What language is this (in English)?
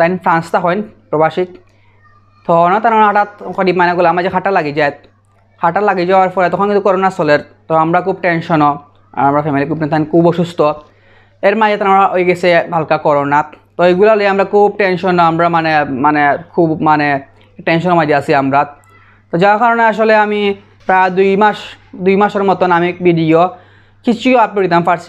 Sylheti